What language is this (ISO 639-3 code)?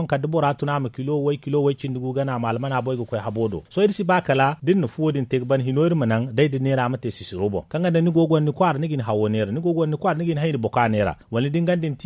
dje